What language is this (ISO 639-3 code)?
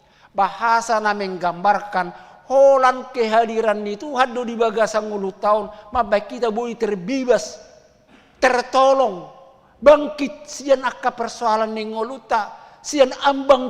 bbc